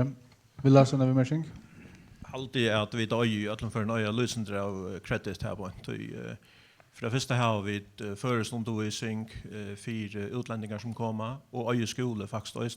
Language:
Faroese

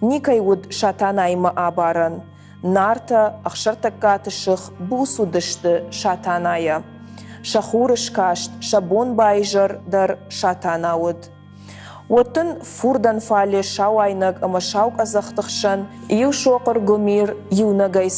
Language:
Ossetic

